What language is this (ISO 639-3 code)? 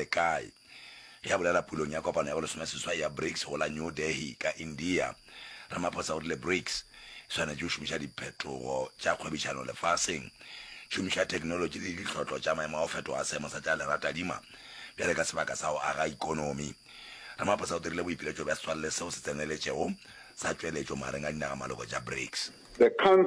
nso